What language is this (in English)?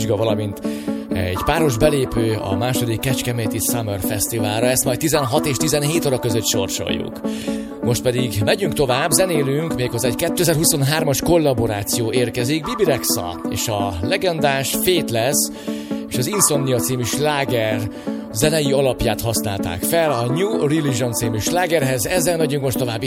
Hungarian